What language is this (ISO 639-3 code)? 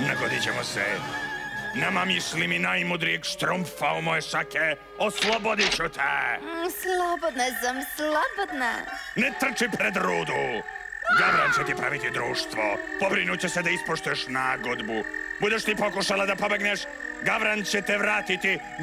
srp